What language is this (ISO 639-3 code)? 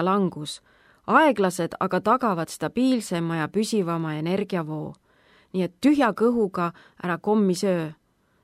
est